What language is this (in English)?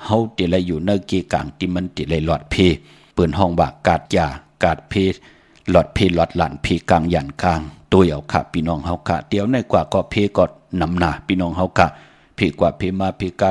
Shan